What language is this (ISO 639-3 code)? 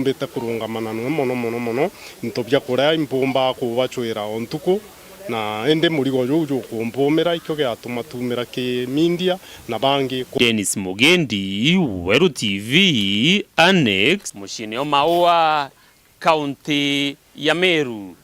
mer